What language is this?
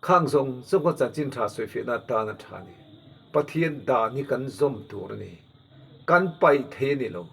Mizo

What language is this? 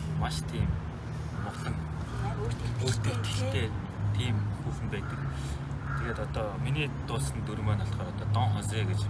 Mongolian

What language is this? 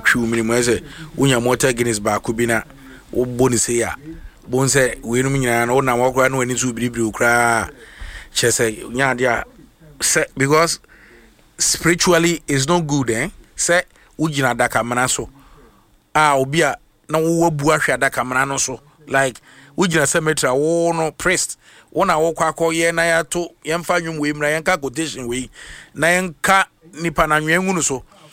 Akan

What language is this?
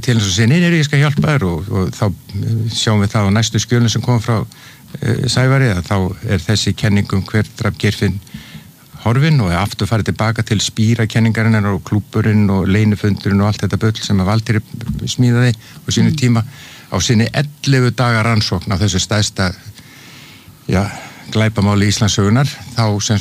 Icelandic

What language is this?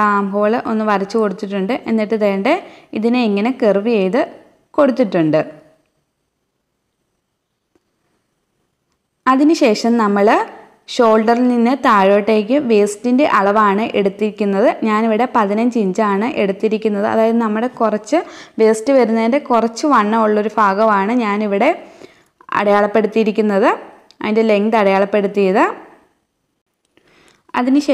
Malayalam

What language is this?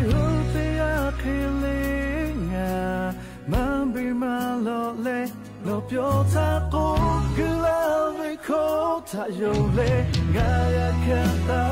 Lahu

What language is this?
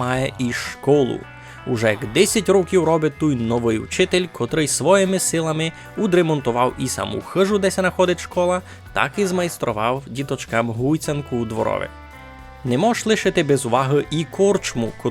Rusyn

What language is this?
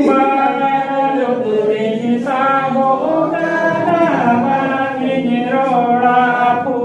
Santali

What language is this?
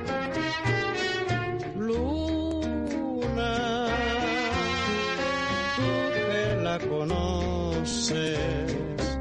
Spanish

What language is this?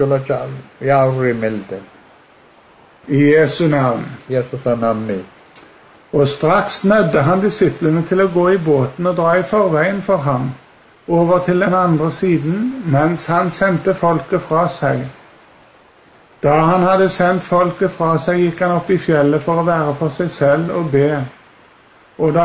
Norwegian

